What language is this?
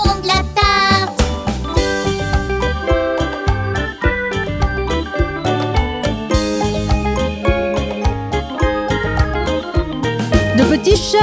French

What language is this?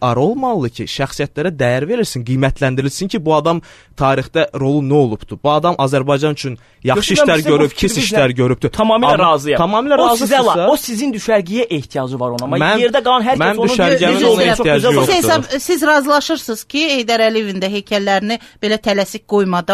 Azerbaijani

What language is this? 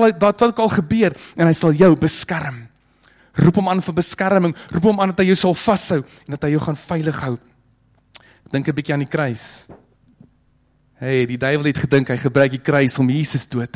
Afrikaans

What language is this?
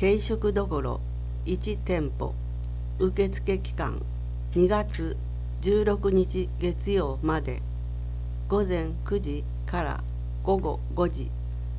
Japanese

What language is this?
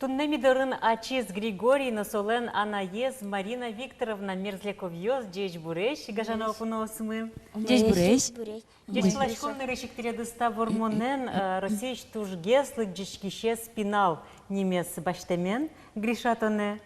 Udmurt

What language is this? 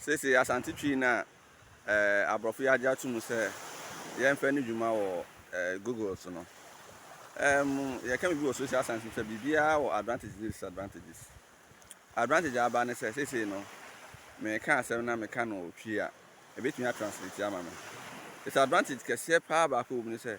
Akan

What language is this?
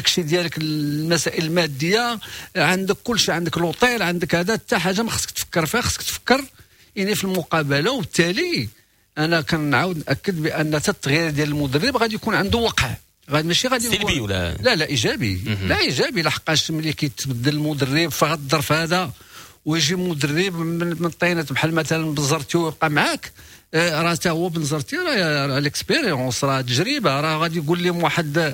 Moroccan Arabic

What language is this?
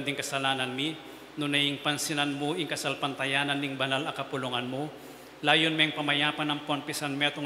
Pampanga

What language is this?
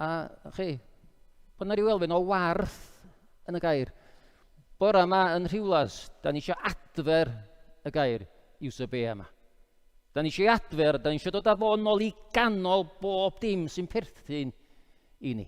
Welsh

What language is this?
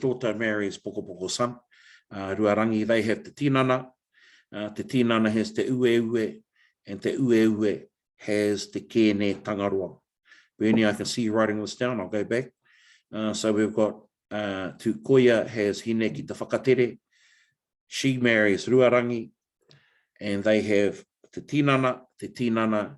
Māori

